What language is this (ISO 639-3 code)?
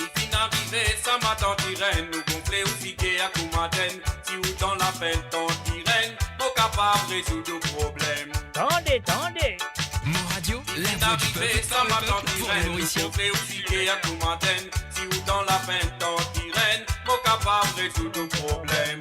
mfe